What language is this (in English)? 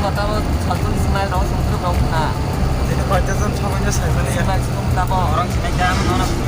Kok Borok